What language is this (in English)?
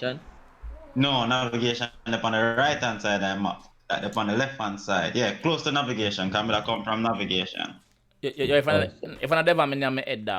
Jamaican Creole English